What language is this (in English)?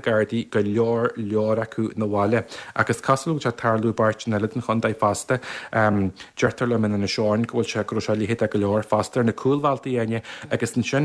Irish